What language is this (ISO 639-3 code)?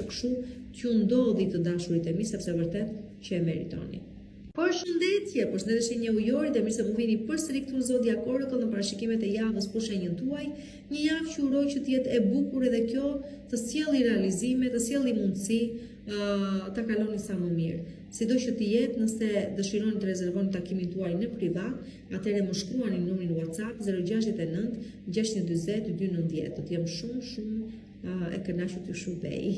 sqi